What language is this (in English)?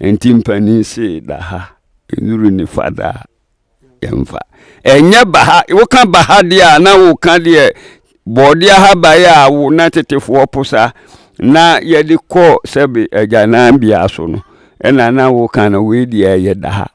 Akan